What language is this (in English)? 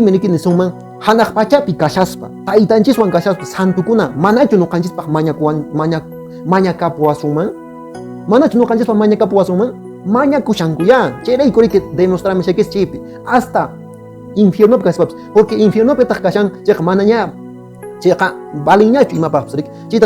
Quechua